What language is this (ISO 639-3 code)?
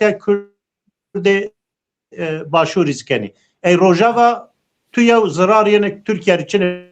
zza